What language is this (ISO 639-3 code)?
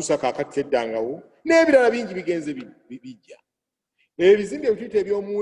lug